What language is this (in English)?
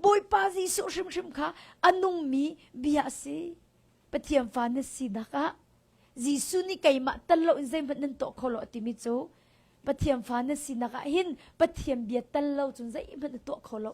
Hakha Chin